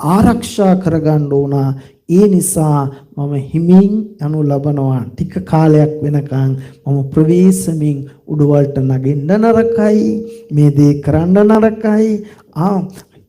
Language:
Sinhala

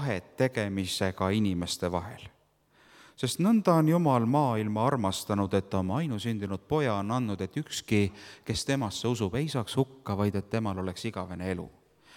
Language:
Estonian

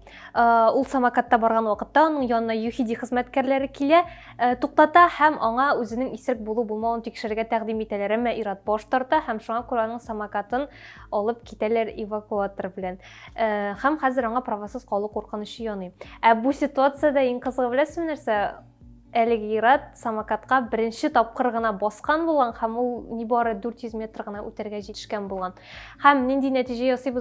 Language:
Tatar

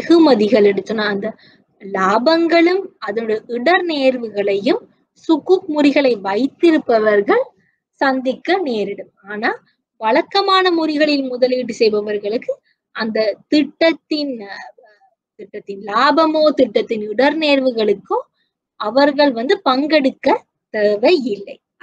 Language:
Tamil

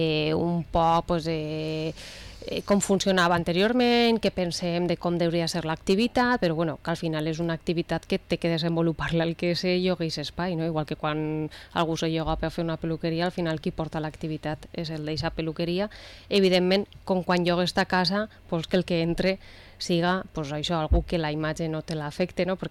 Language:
Catalan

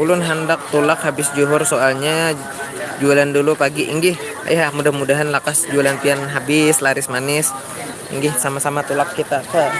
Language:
Banjar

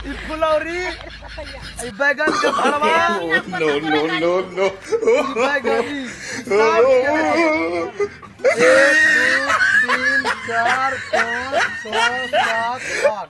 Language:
Maithili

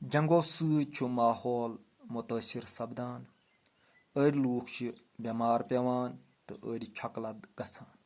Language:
Kashmiri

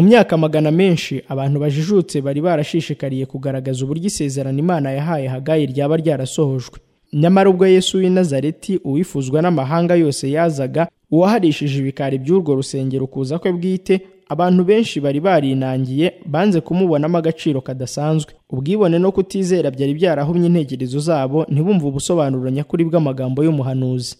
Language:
Kinyarwanda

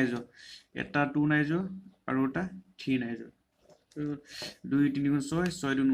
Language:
Assamese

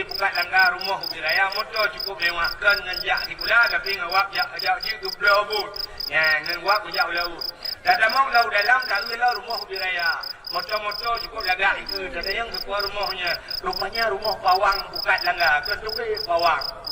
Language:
Achinese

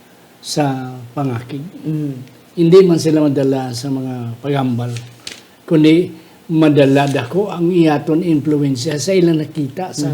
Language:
Hiligaynon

